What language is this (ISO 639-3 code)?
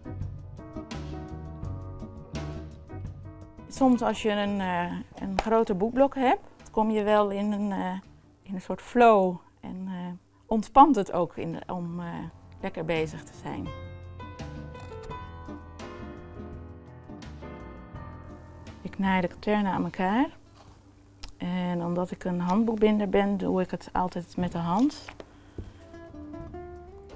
nld